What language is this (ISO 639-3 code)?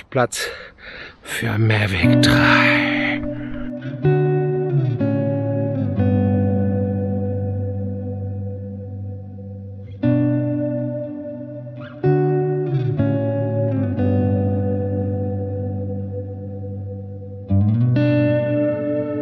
deu